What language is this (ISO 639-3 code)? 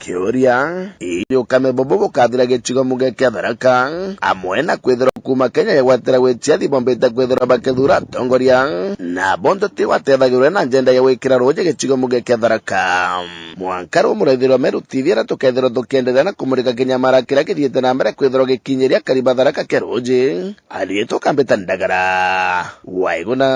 mer